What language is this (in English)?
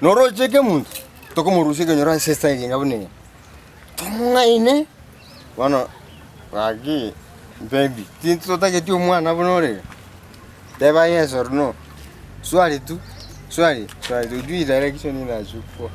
Gusii